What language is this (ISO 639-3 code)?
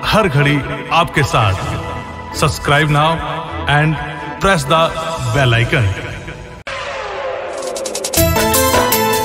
bho